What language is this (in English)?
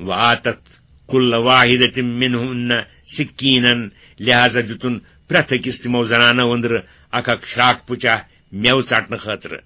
Kashmiri